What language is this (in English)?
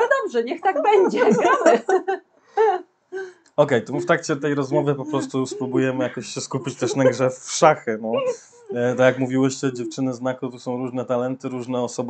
Polish